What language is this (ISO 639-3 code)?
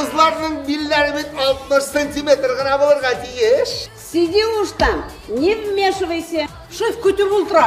bak